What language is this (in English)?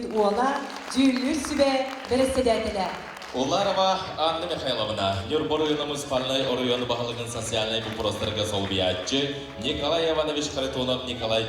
Yakut